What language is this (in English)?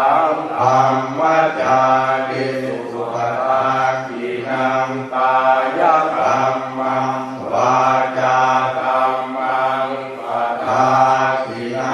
Pali